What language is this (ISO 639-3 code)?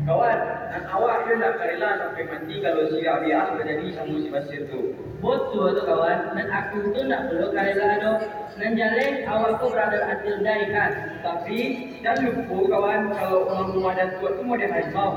min